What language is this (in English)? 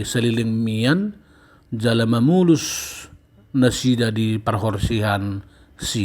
Batak Toba